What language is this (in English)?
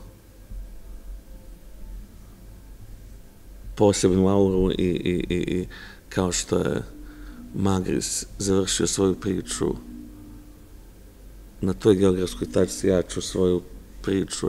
Serbian